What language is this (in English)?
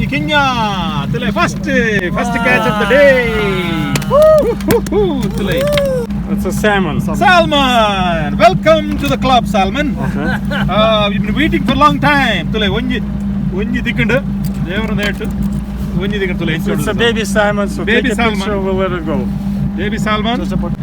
Tulu